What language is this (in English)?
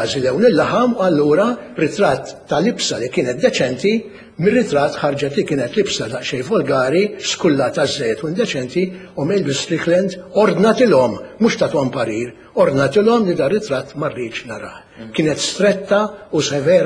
Maltese